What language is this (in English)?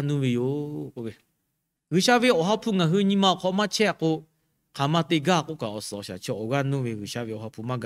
Lahu